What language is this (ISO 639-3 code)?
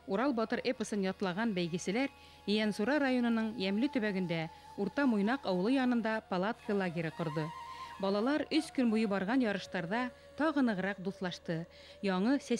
bak